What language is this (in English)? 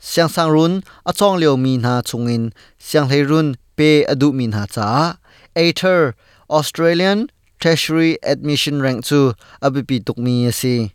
Hakha Chin